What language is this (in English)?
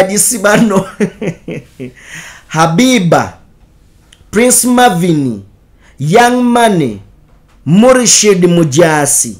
Ganda